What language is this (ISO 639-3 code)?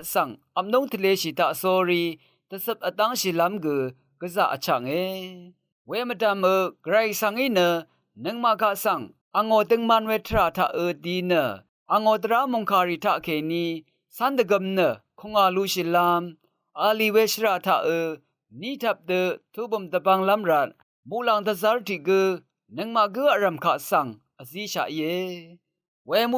raw